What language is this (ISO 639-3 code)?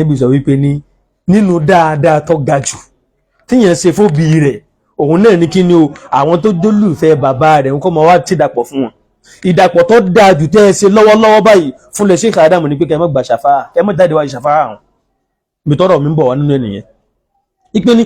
yor